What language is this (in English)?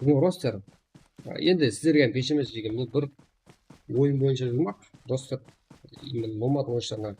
Kara-Kalpak